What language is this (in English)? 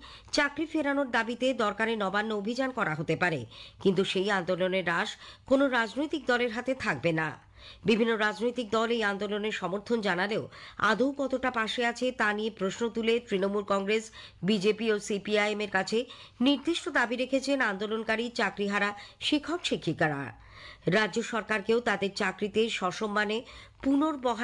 Bangla